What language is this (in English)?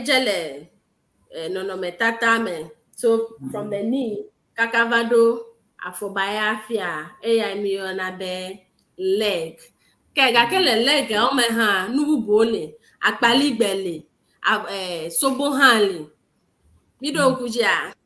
Ewe